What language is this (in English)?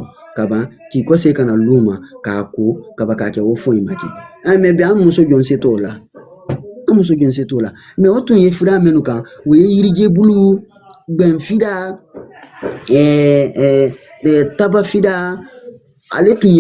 Bambara